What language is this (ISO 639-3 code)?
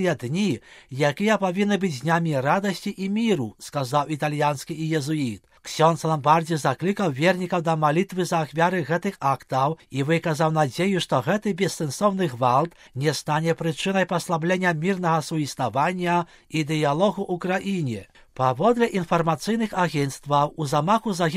bel